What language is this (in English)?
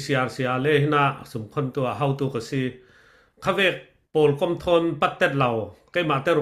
Falam Chin